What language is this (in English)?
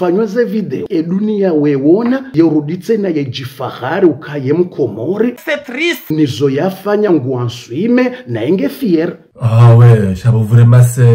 Ngazidja Comorian